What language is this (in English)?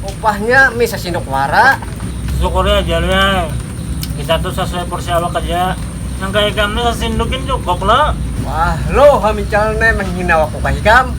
Banjar